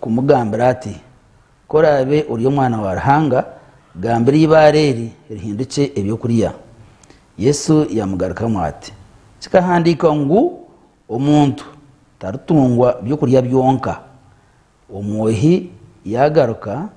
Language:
Nyankole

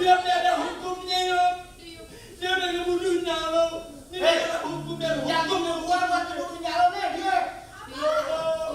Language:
Betawi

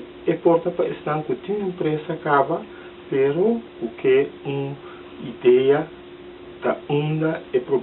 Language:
Papiamento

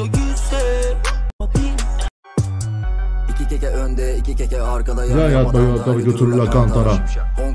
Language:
Turkish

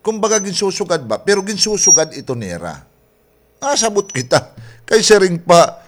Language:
Waray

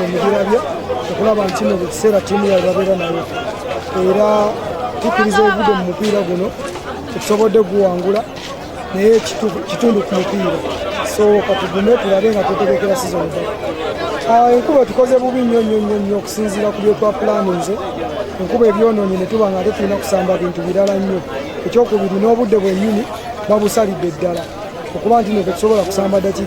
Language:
Ganda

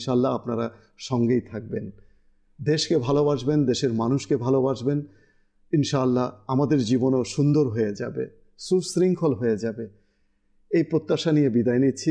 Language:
Bangla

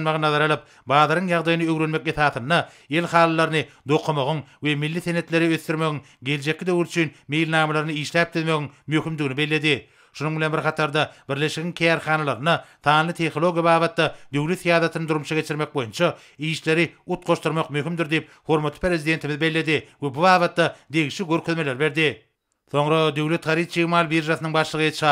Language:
Turkmen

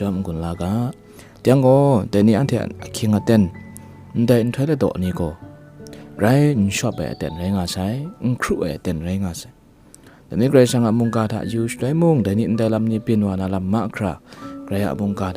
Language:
Kachin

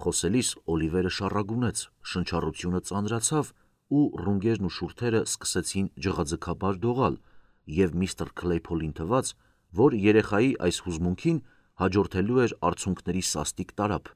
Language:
Armenian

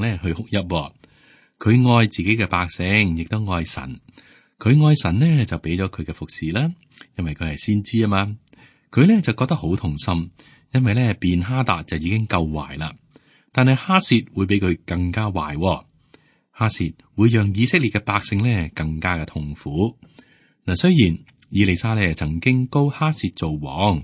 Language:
Cantonese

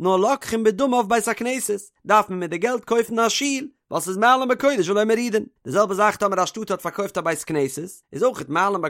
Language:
Yiddish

